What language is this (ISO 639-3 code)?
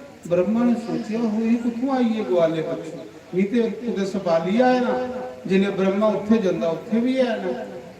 doi